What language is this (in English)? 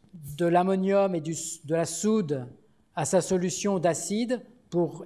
French